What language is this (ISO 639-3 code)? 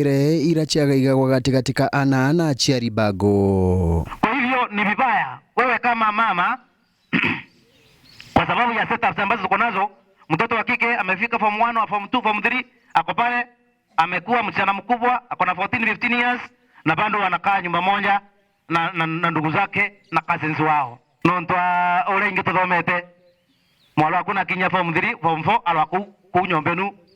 mer